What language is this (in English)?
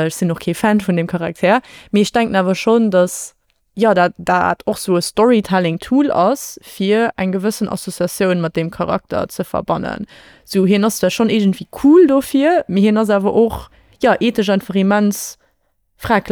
Luxembourgish